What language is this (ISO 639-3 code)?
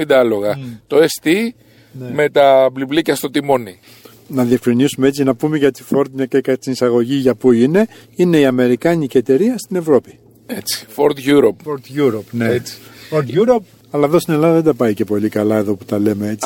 ell